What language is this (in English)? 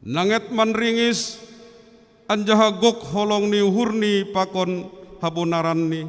Batak Simalungun